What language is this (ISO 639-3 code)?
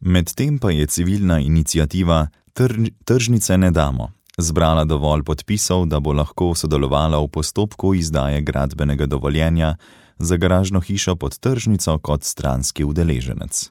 slv